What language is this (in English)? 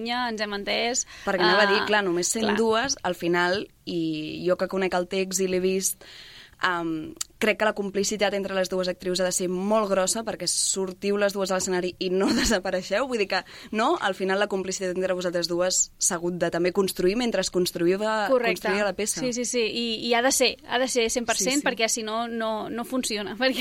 Catalan